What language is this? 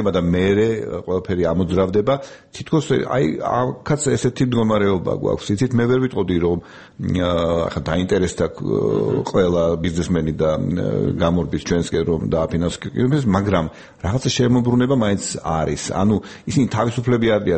Georgian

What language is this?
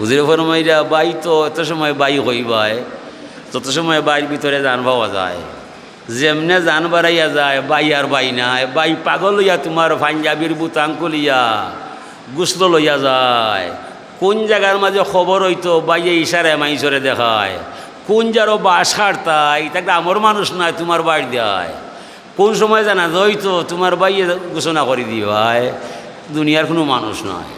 Sylheti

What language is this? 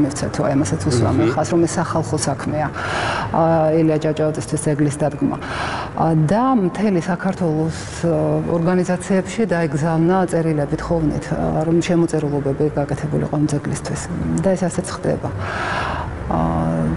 Georgian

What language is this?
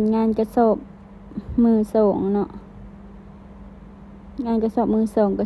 Lao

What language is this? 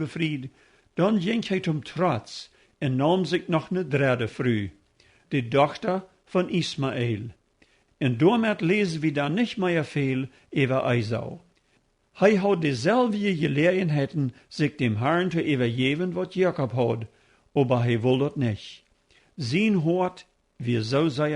Plautdietsch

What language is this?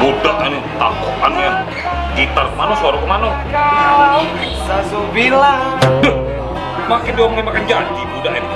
Musi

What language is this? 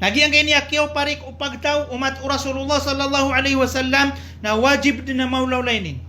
Maranao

